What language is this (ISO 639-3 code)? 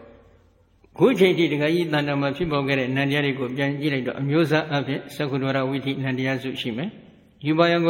mya